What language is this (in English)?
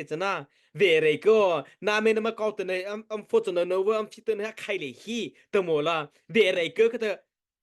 Mara Chin